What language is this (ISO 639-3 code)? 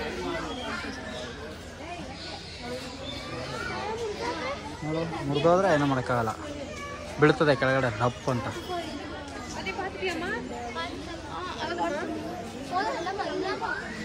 kan